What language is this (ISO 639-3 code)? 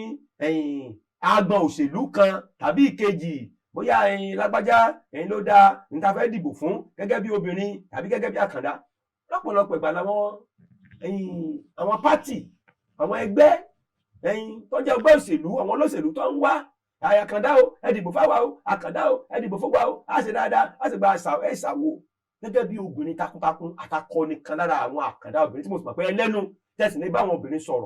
yor